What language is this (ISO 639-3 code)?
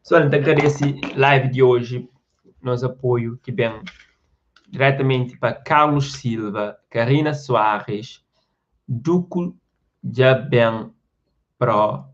kea